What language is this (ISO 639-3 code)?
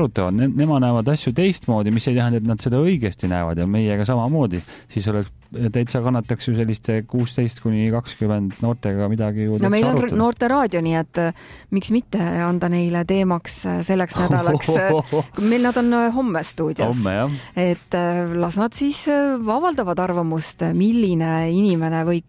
est